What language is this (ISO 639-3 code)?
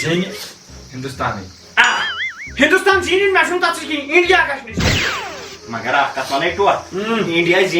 kas